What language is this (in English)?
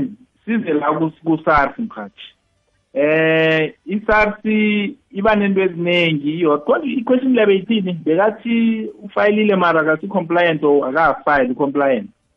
South Ndebele